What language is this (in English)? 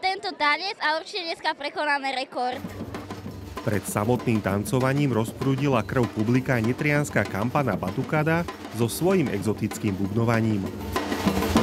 Slovak